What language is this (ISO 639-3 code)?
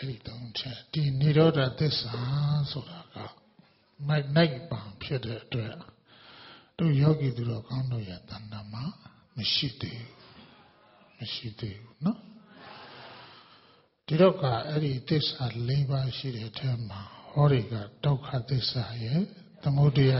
mya